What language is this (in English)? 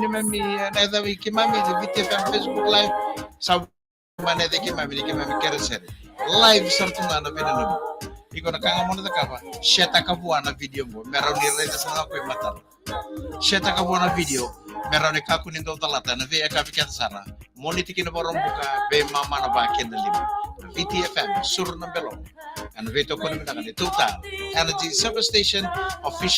Fijian